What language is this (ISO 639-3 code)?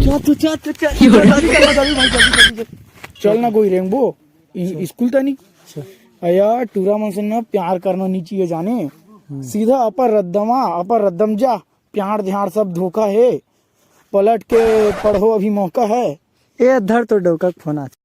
hne